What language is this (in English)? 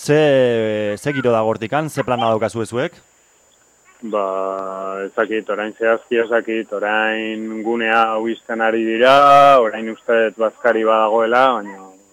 Basque